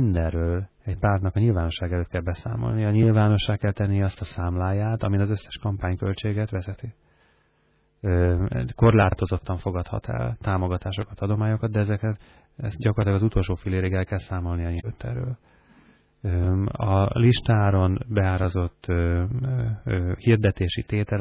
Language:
Hungarian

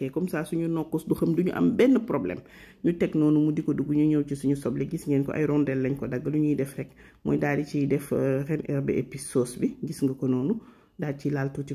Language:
Wolof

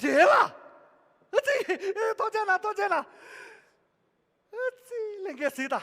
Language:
Tibetan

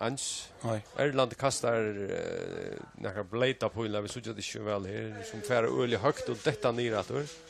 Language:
Faroese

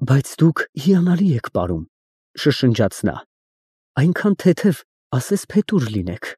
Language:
Armenian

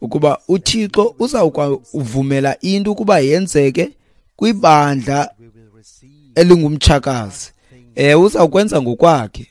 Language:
Xhosa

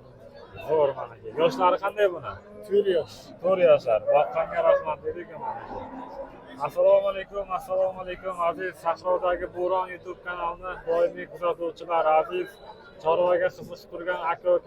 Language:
Uzbek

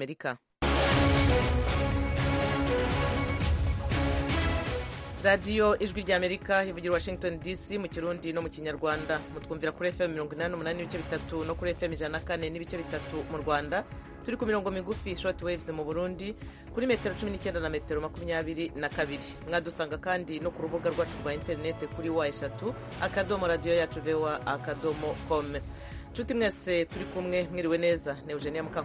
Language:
Kinyarwanda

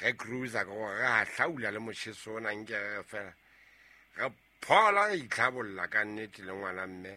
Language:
Southern Sotho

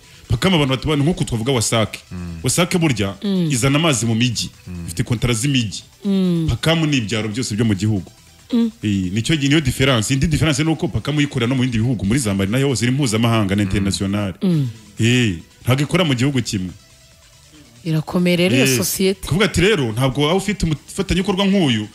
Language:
Kinyarwanda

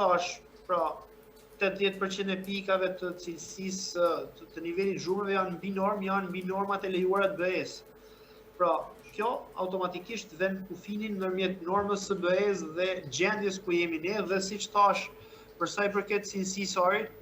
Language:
Albanian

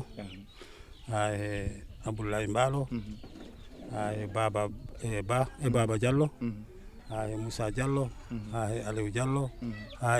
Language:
Fula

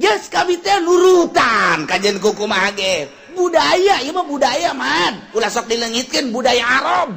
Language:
Sundanese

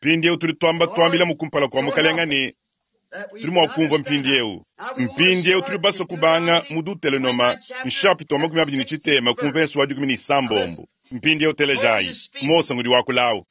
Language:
Luba-Lulua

